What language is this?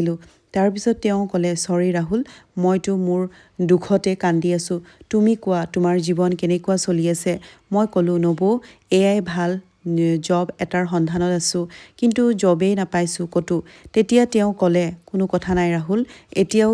Assamese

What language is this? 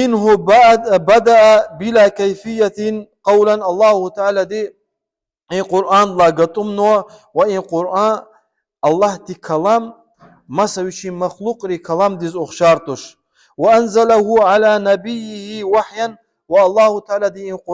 Lezghian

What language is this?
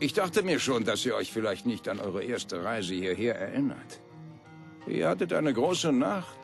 Bavarian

